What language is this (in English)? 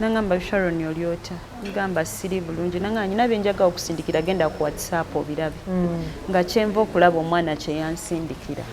Ganda